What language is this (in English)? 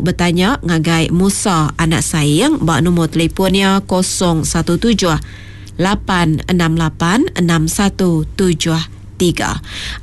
Iban